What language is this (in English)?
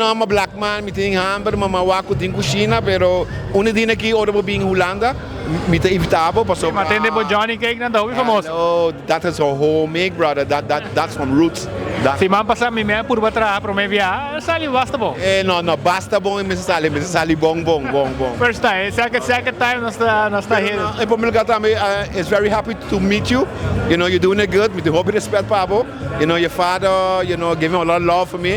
Papiamento